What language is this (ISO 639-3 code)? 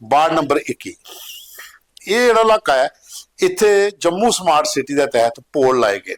doi